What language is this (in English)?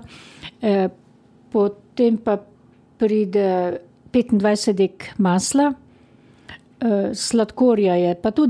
Slovenian